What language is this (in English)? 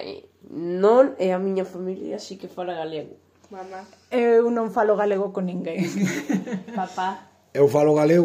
Galician